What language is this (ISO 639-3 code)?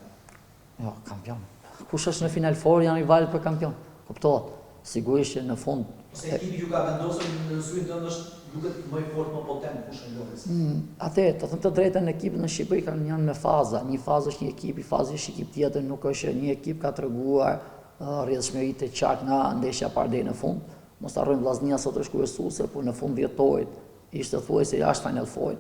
sqi